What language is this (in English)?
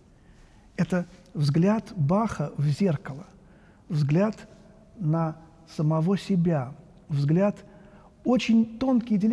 Russian